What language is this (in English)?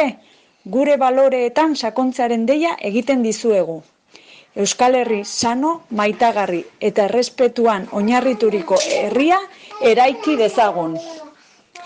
Basque